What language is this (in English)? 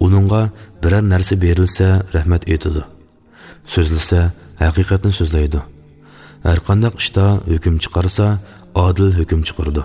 Uyghur